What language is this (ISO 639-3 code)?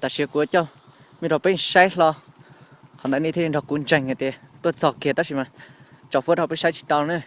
hmn